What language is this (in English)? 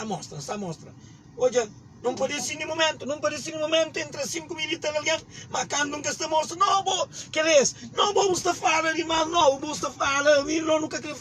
Kabuverdianu